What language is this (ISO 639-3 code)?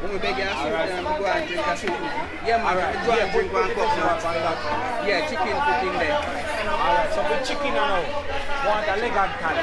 jam